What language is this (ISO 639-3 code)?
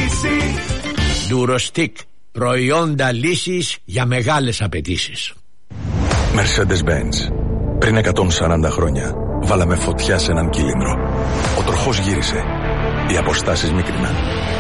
ell